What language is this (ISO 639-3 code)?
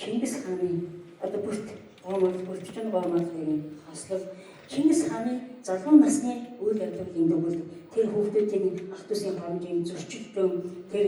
mon